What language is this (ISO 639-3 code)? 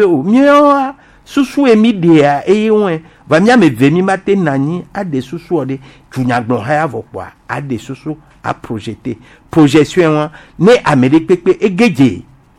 gej